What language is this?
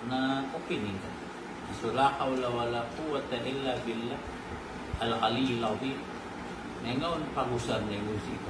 Maranao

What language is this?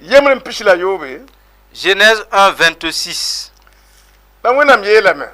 Mossi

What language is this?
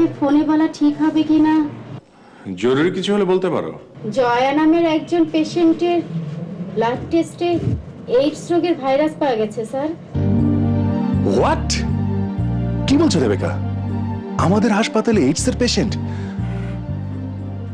Bangla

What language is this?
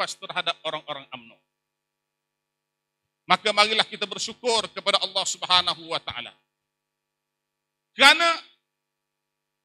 Malay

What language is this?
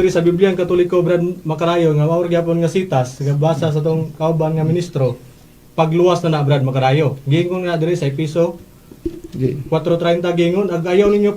Cebuano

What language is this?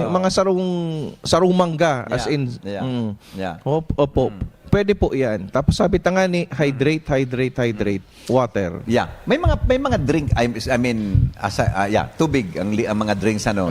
Bikol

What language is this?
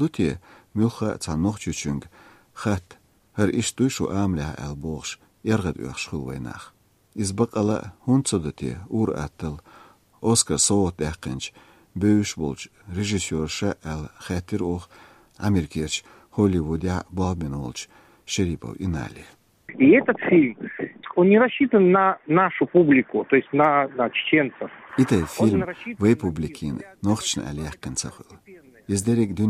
Chechen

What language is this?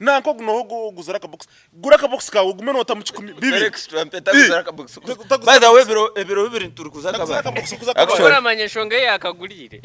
Nyankole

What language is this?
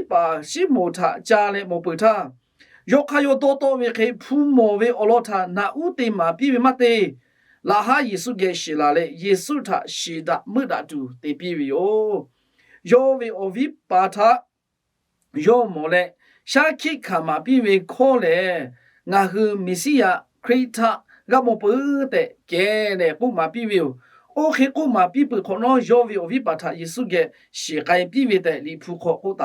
Lahu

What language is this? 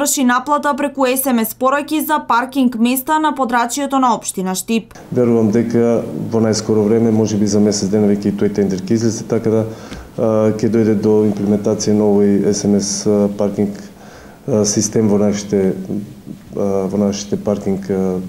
Macedonian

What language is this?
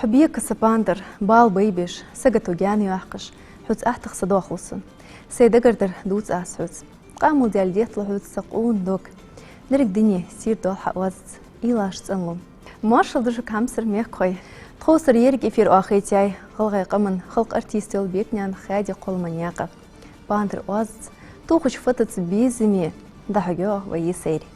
Ingush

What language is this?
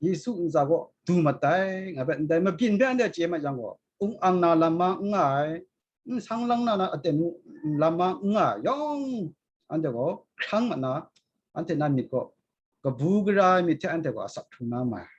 Kachin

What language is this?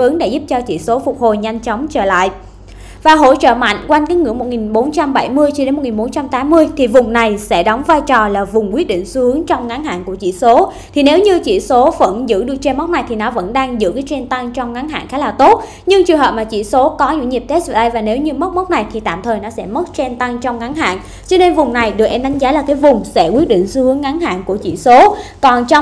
Vietnamese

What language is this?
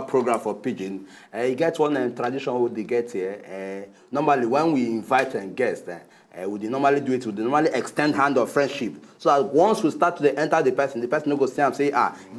Nigerian Pidgin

